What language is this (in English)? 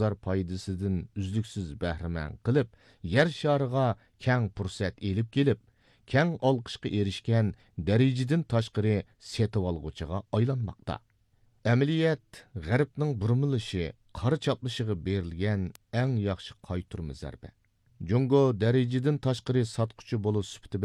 Uyghur